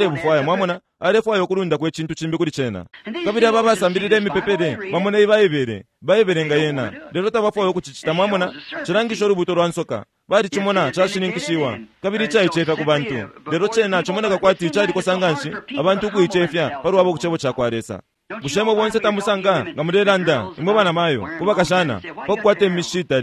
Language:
Bemba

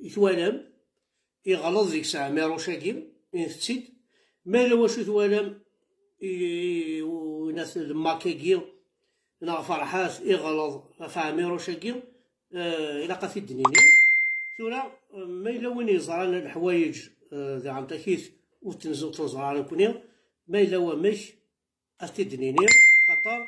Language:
Kabyle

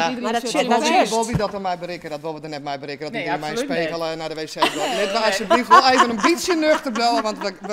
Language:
Western Frisian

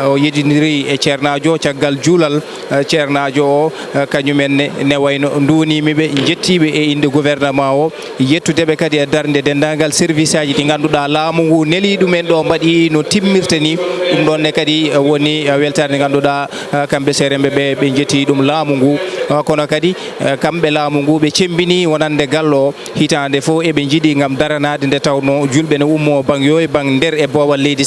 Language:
Fula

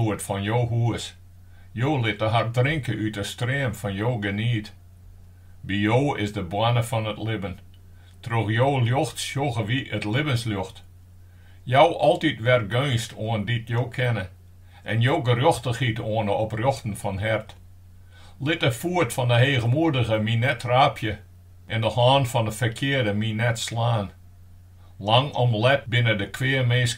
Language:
Western Frisian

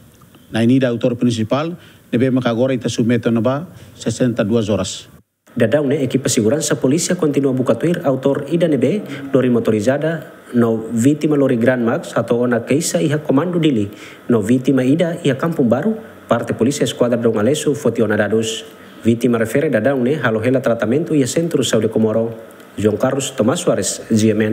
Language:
Tetum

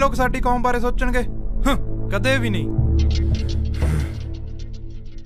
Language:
Punjabi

